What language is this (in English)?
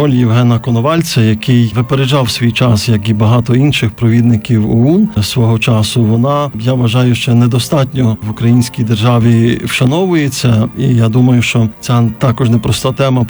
Ukrainian